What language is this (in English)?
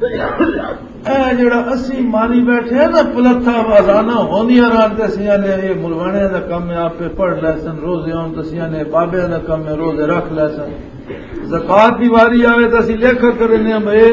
Western Panjabi